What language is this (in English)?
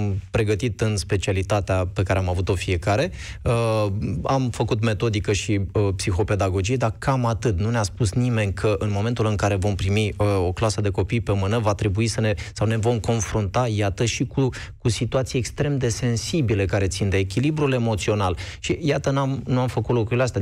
Romanian